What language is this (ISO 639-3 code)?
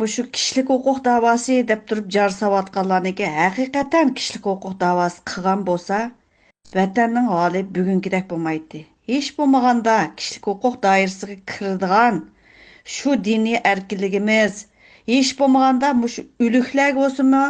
uig